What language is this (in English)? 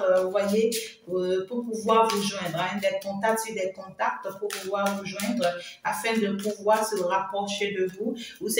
French